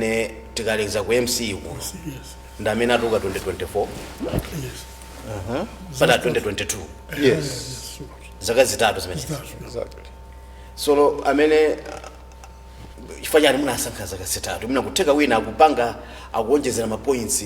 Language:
Nyanja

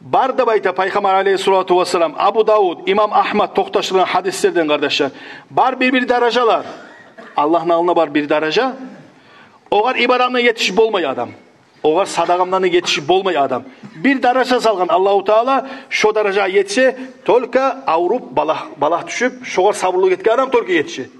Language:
Kumyk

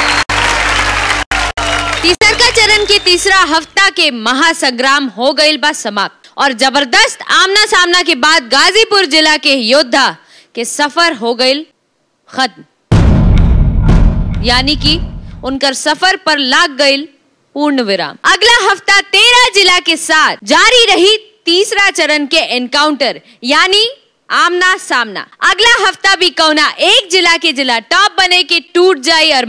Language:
Bhojpuri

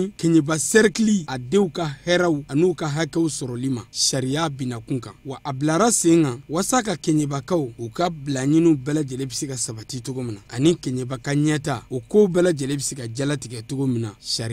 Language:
Bambara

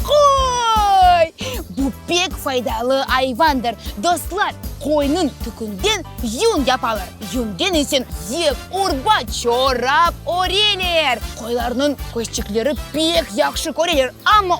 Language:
Crimean Tatar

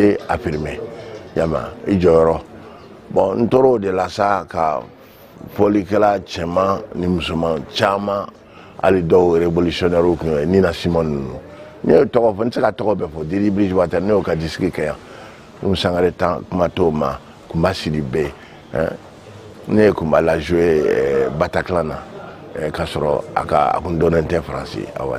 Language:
Bambara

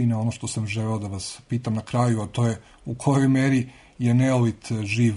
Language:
Serbian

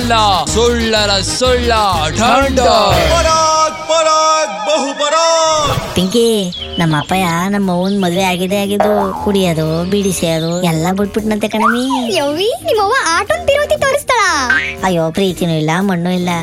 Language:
Kannada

